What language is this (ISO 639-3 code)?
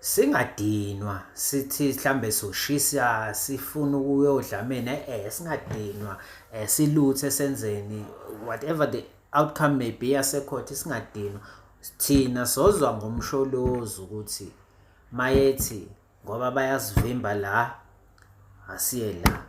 zul